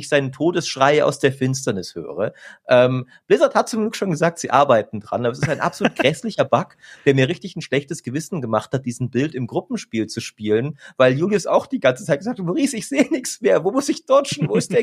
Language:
German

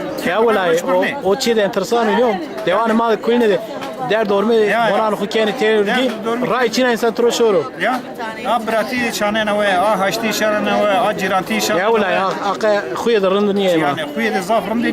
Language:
Zaza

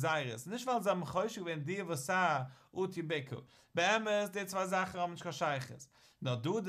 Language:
Yiddish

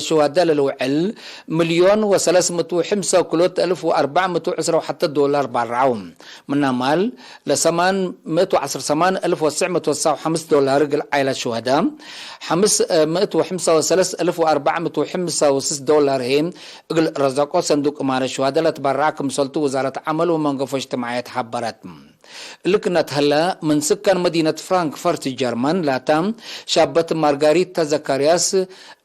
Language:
Tigre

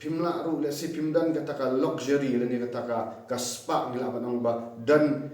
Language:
Khasi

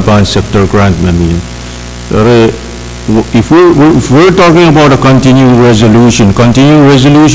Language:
Pohnpeian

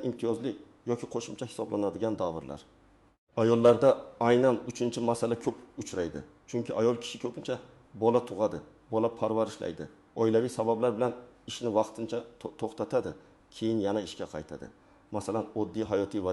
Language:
Uzbek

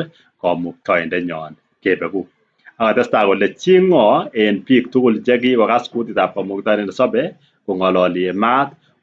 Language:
Kalenjin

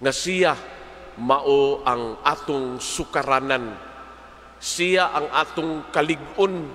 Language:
Cebuano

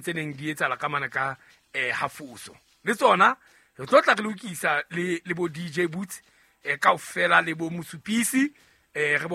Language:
Southern Sotho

